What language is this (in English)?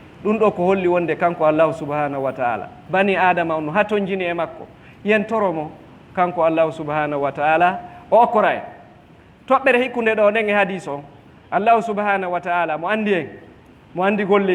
Fula